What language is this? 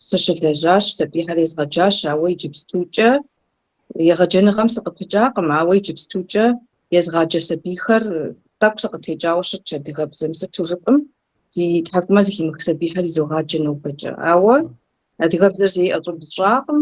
Kabardian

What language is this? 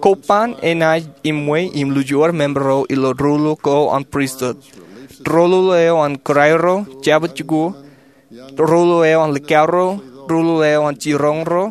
Marshallese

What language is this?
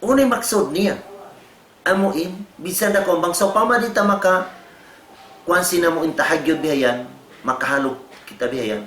Tausug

